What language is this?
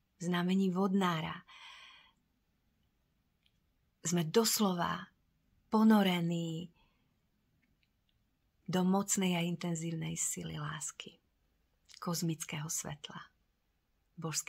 Slovak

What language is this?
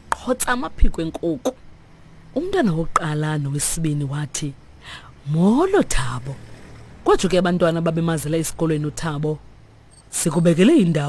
Xhosa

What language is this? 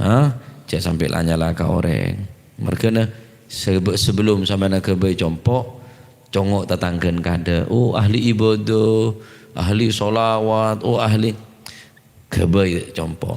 Madurese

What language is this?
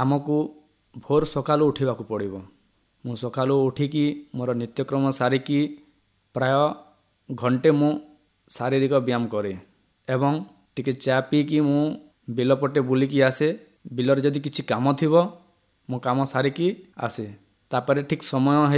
Odia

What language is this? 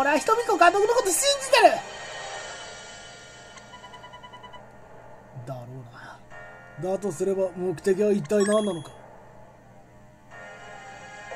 Japanese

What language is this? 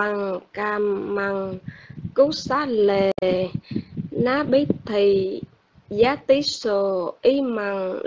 Vietnamese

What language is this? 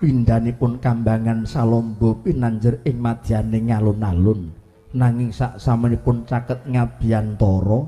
Javanese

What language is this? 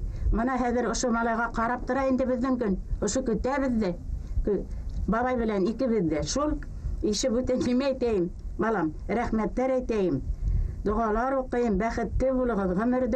Bashkir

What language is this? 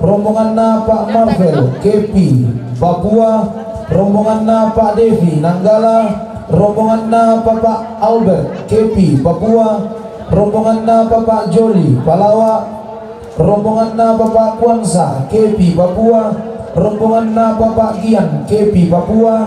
Toraja-Sa'dan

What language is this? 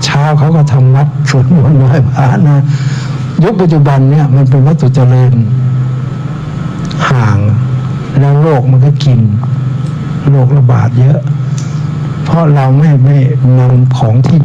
Thai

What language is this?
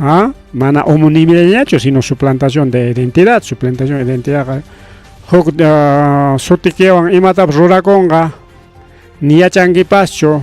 Ayacucho Quechua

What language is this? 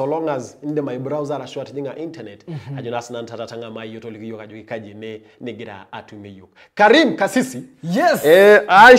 Masai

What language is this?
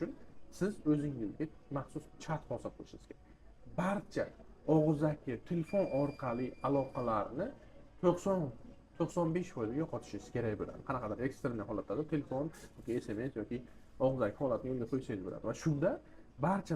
Uzbek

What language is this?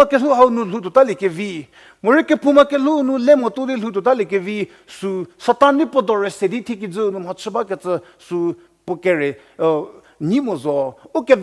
Angami Naga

